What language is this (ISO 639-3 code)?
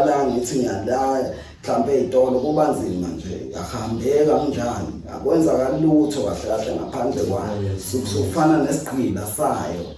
zul